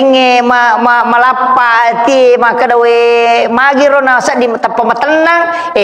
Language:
Buginese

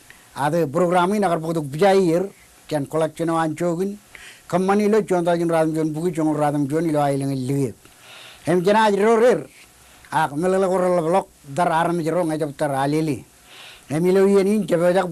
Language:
Marshallese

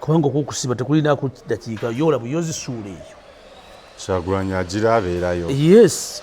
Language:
Ganda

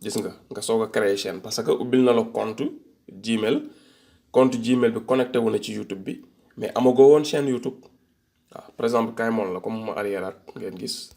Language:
Wolof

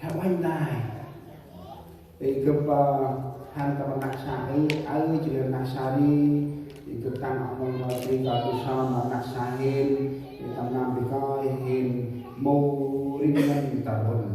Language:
Central Mnong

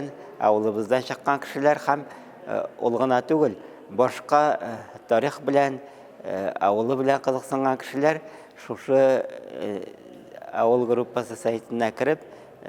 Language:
Tatar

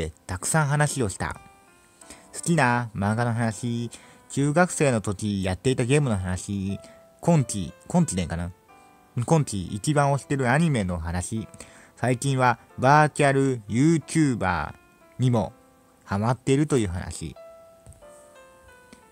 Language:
Japanese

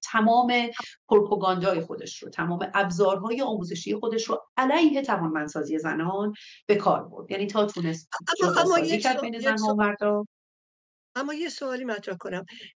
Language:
Persian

